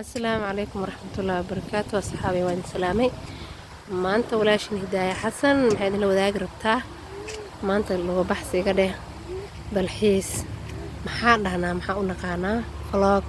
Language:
Somali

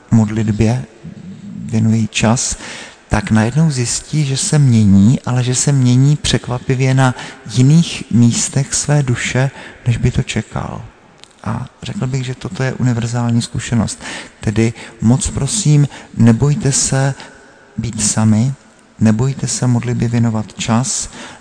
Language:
Czech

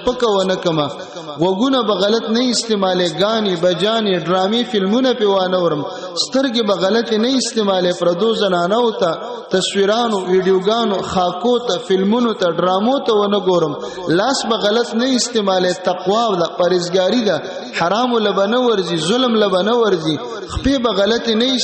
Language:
Pashto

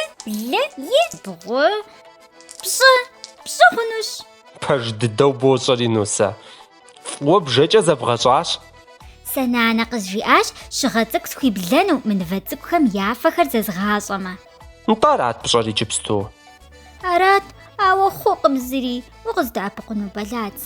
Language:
Kabardian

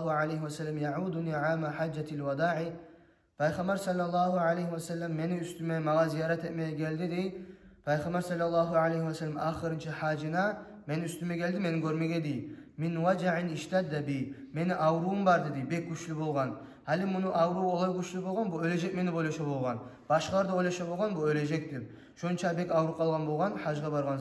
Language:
Kumyk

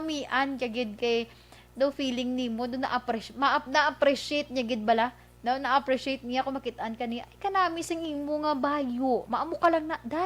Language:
Hiligaynon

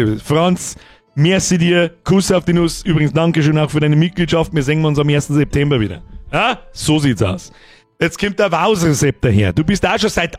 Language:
Bavarian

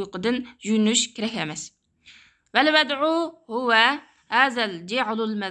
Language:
Uyghur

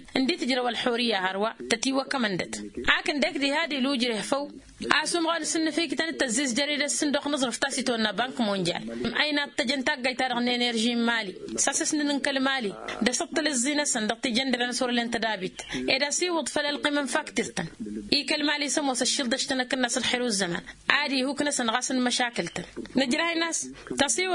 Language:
Tamasheq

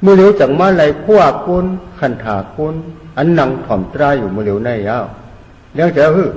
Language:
Shan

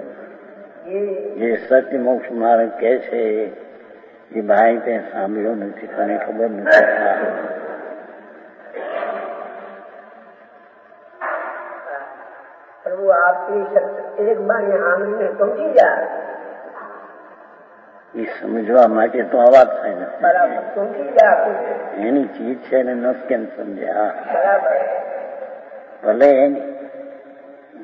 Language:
Gujarati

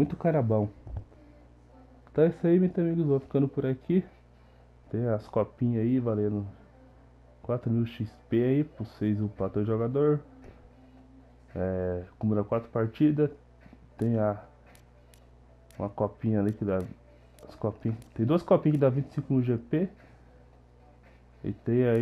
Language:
Portuguese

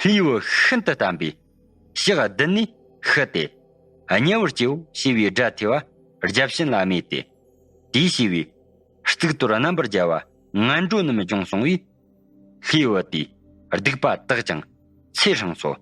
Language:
Tibetan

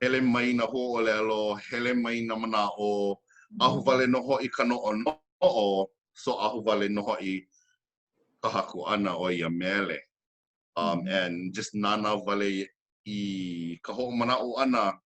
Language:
Hawaiian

